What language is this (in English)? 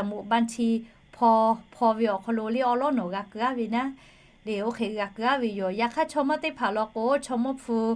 Lahu